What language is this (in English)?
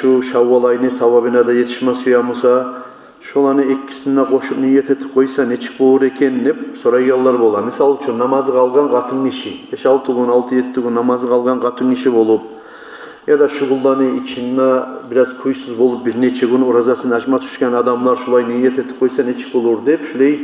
Kumyk